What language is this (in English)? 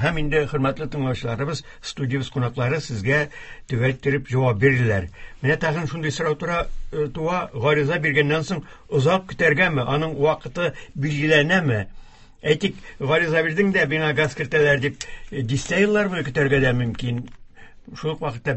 Tatar